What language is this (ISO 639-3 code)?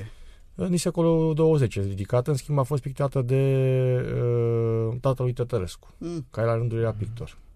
ron